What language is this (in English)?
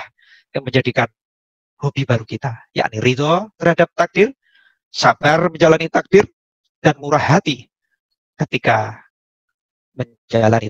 Indonesian